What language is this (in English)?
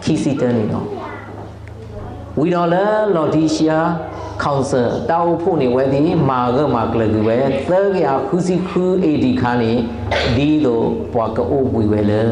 S'gaw Karen